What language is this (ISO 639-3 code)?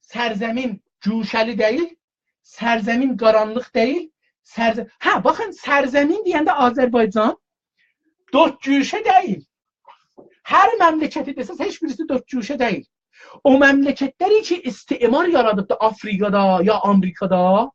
azb